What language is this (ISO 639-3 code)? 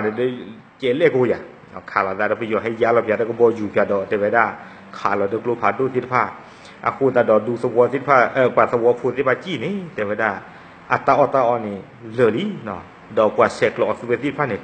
ksw